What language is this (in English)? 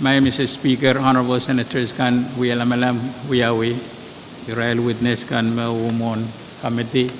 Pohnpeian